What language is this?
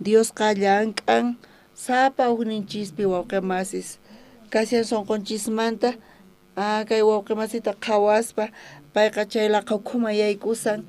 South Bolivian Quechua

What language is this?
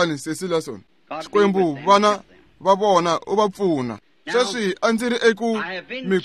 Tsonga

